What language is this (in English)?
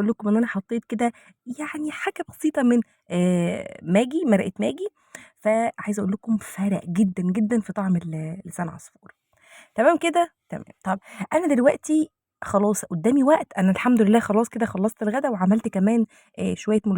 Egyptian Arabic